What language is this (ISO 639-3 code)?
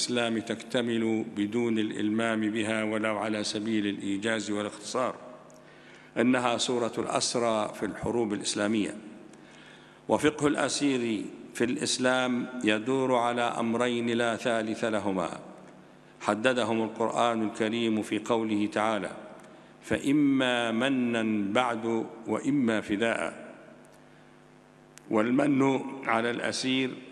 ara